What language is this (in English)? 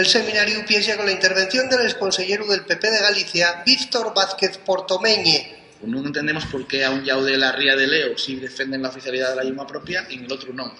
Asturian